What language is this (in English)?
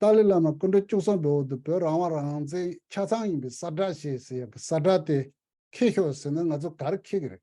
Tibetan